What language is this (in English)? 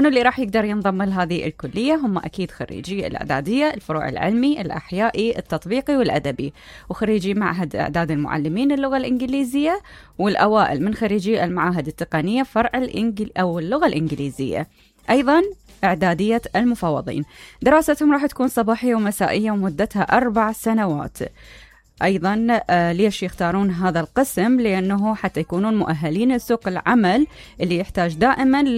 Mesopotamian Arabic